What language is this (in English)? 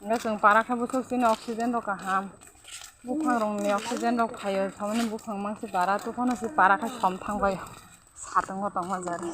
Kok Borok